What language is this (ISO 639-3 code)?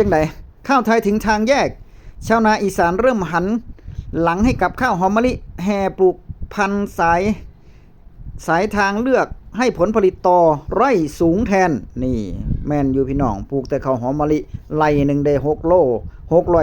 tts